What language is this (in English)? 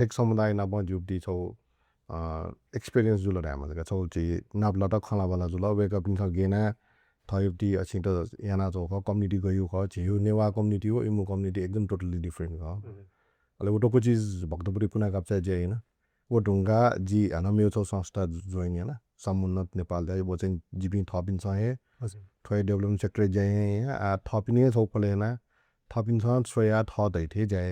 Newari